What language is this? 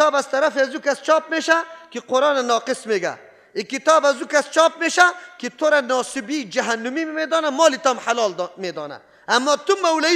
Persian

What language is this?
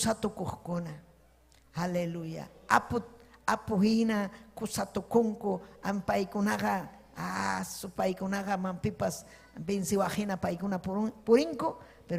Ayacucho Quechua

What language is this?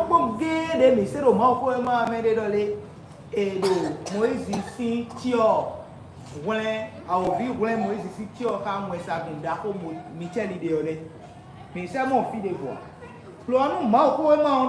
Fon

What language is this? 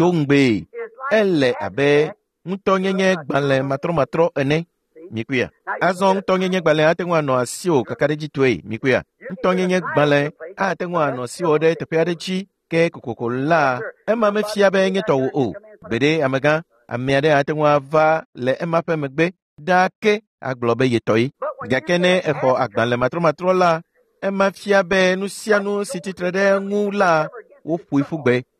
Ewe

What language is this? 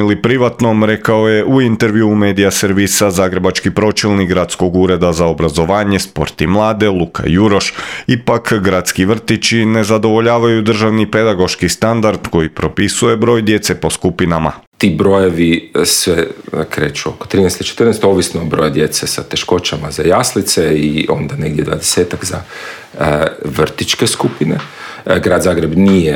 Croatian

